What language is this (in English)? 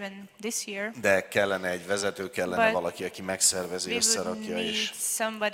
Hungarian